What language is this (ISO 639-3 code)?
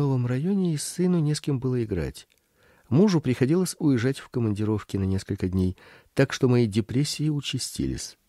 rus